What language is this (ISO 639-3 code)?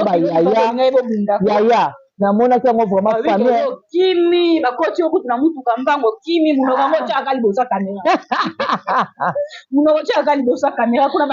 lin